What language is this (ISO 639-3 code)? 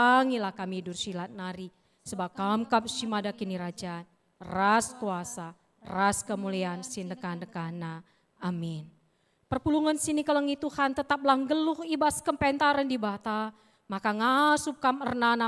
btx